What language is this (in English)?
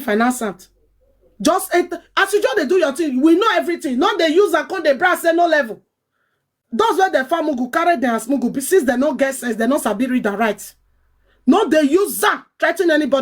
Nigerian Pidgin